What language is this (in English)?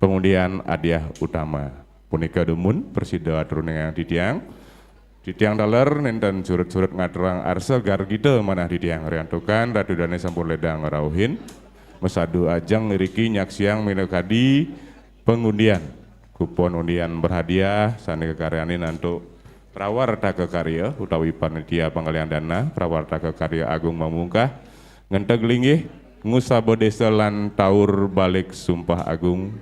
Balinese